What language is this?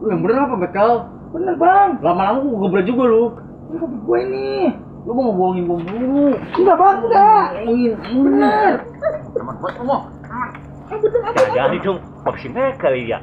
Betawi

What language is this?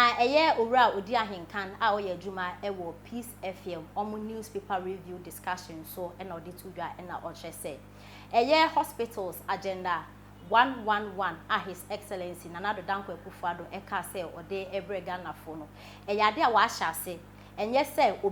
Akan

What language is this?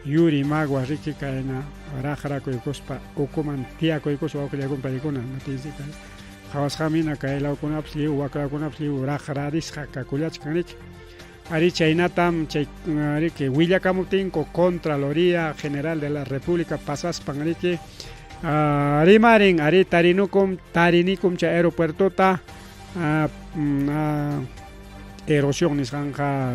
Ayacucho Quechua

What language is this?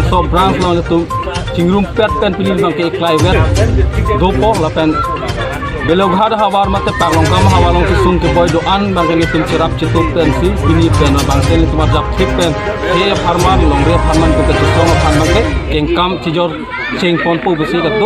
Karbi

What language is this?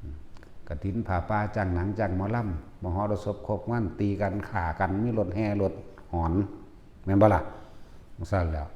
Lao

